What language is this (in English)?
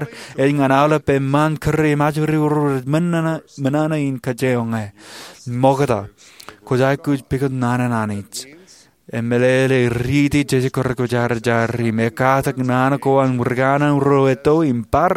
Marshallese